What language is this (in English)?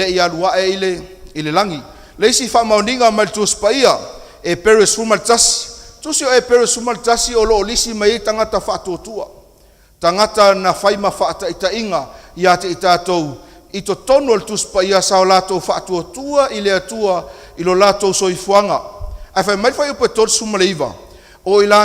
Samoan